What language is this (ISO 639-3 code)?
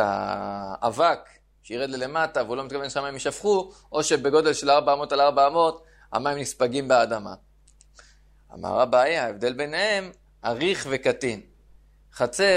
heb